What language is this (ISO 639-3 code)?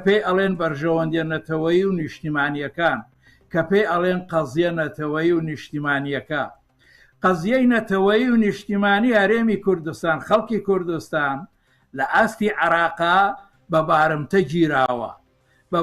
ckb